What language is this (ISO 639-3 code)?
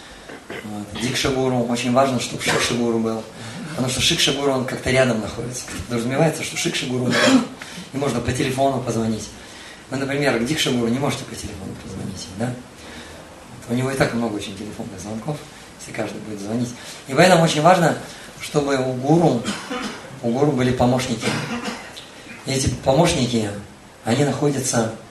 rus